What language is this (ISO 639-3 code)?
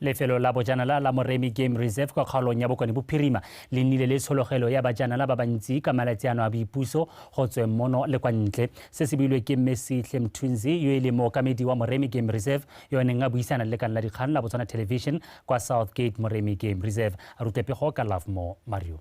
tsn